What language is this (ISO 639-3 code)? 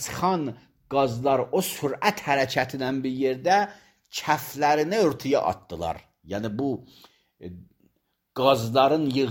aze